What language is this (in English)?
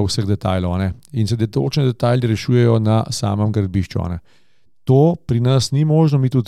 Slovenian